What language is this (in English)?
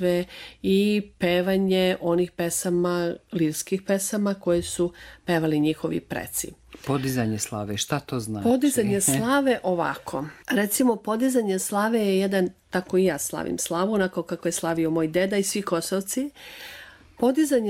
Serbian